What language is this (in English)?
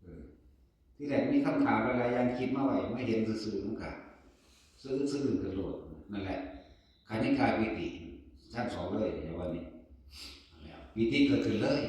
Northeastern Thai